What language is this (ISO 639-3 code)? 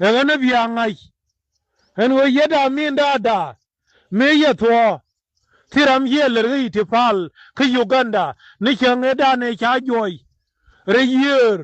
nus